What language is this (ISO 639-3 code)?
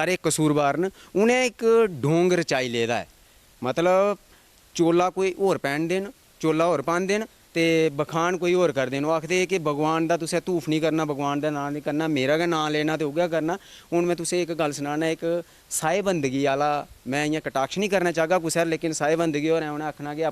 doi